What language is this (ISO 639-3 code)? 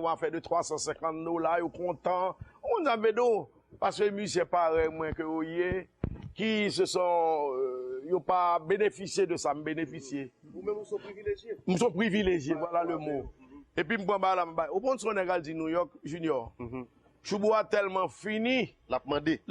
hat